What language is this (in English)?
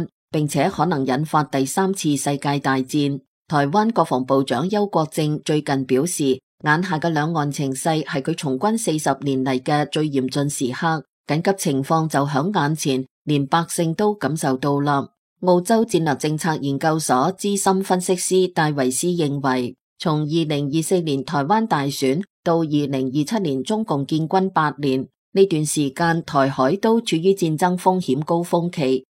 Cantonese